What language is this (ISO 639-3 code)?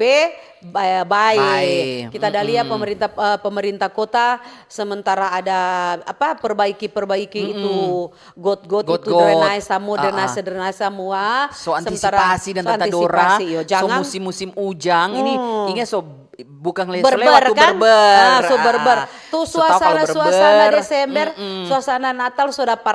xmm